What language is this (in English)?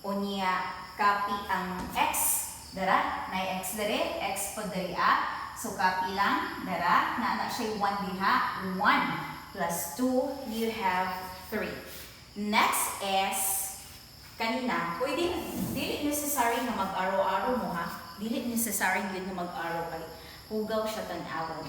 Cebuano